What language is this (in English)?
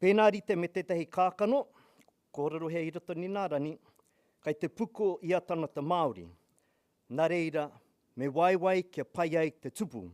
Māori